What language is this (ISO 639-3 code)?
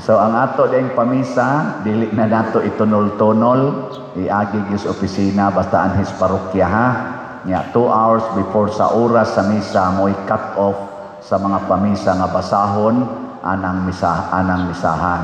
ceb